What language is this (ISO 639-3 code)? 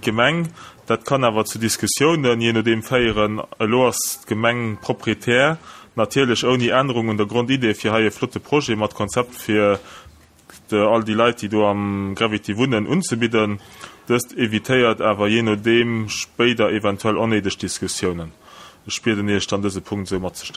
ltz